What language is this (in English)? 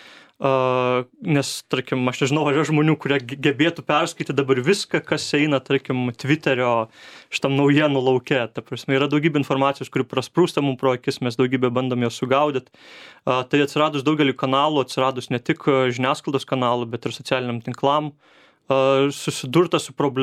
Lithuanian